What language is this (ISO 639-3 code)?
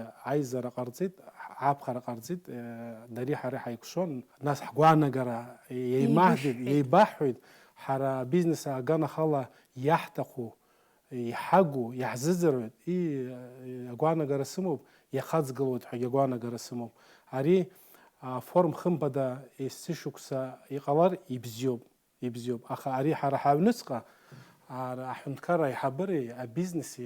abk